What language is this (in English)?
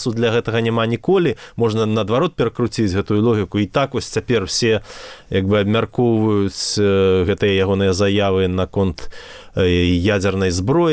Belarusian